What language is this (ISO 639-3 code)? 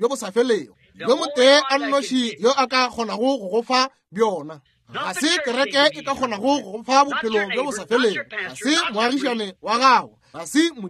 nso